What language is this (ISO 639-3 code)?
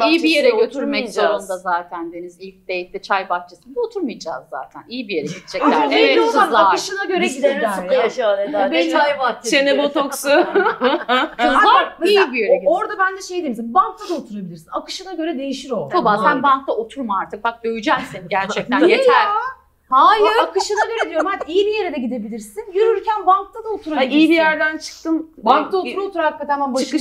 tur